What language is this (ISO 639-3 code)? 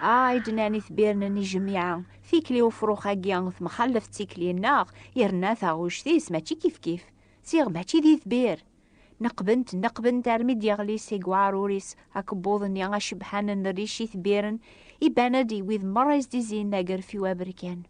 kab